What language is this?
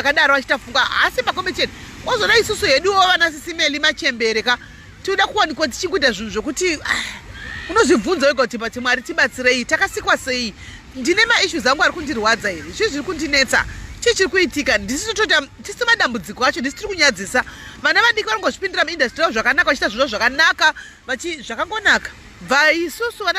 Shona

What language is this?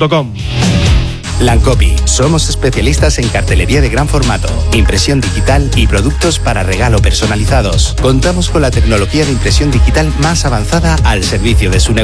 Spanish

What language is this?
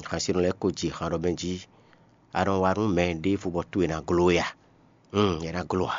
Fon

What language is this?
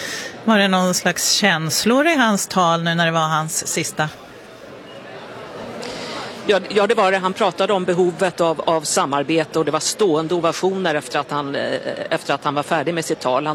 Swedish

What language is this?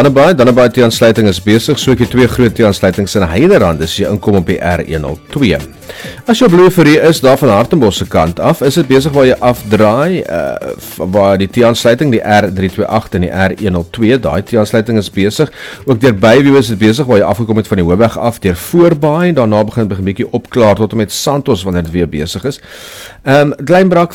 Afrikaans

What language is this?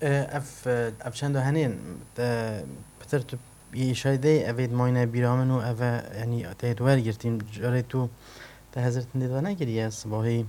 Kurdish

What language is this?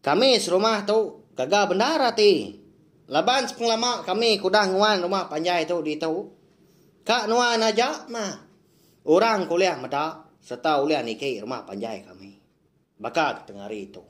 Iban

